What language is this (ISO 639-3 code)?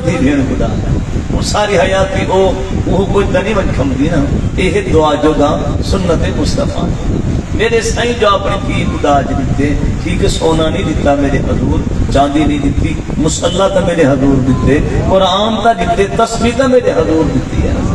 skr